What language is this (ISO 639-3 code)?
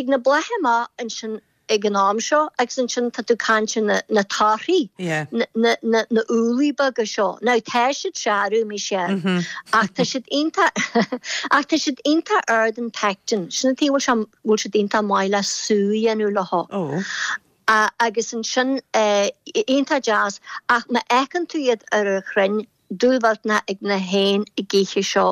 gle